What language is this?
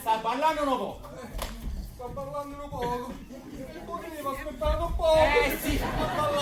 Neapolitan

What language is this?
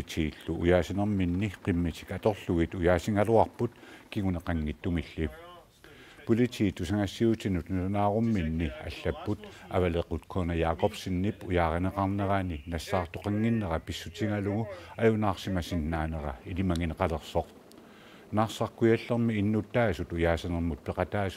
Kalaallisut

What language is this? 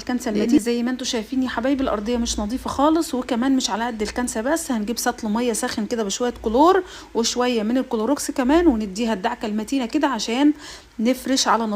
Egyptian Arabic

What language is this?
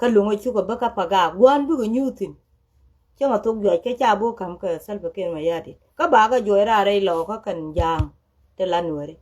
Nuer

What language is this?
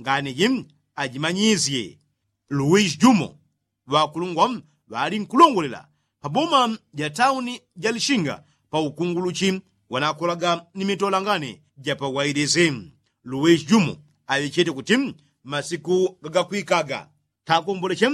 Yao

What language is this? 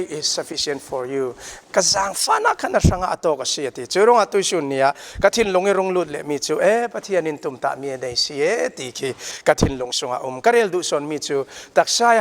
Falam Chin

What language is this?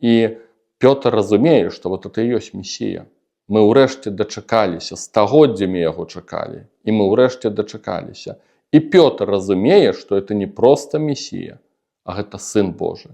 Belarusian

